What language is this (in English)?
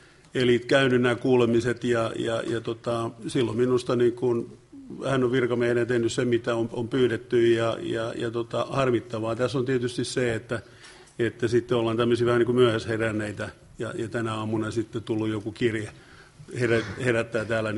Finnish